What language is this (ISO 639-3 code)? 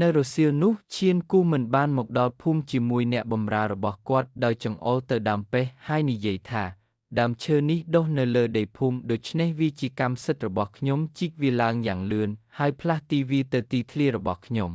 khm